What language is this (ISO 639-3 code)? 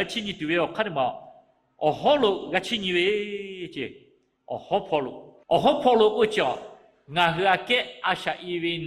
lhu